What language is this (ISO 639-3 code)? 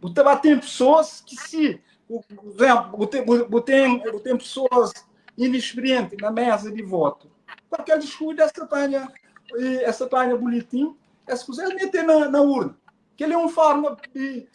kea